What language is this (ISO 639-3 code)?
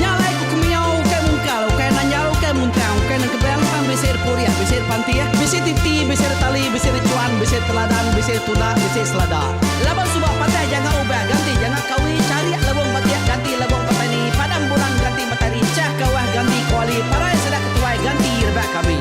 iba